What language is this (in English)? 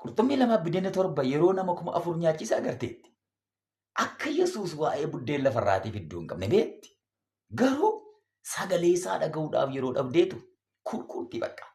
Oromo